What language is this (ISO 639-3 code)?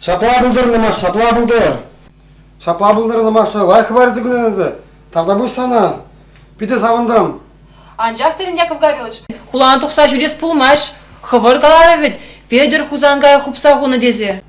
chv